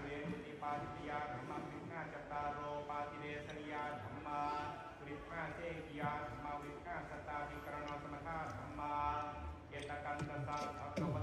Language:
Pali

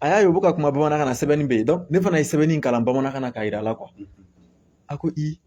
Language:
Bambara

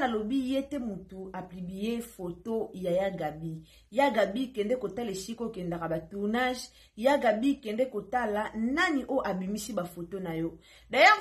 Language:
Lingala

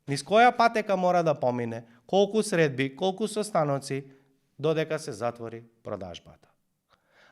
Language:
Macedonian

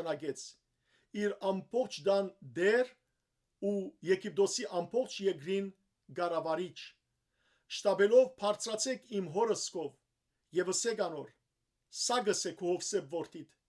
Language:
Western Armenian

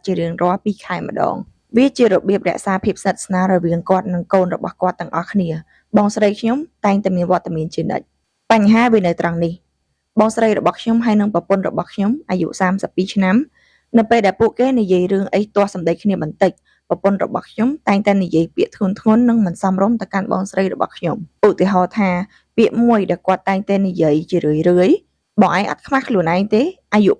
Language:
Khmer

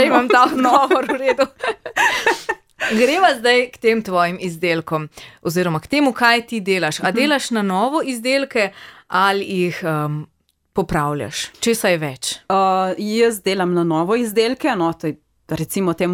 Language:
Slovenian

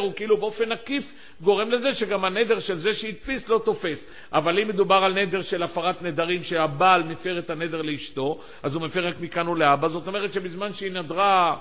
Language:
Hebrew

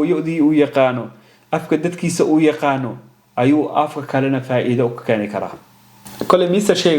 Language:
Somali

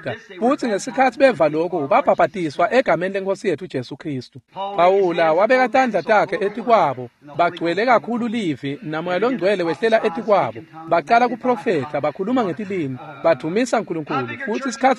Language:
Swati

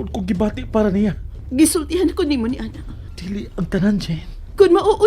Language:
Cebuano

